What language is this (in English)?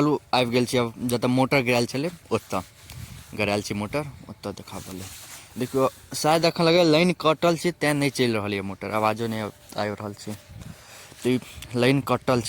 Maithili